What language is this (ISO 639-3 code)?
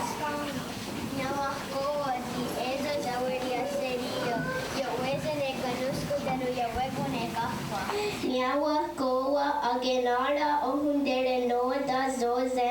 moh